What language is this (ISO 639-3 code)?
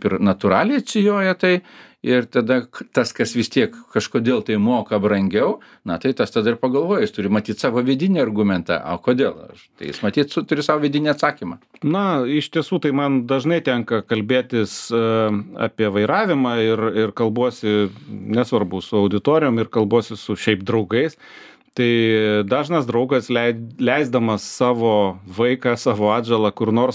lit